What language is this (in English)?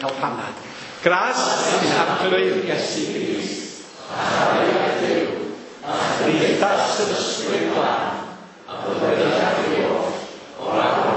Welsh